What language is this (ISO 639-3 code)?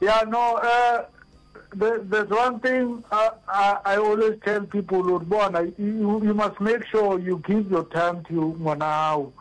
nso